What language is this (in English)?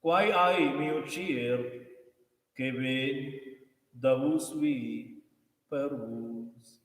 Romansh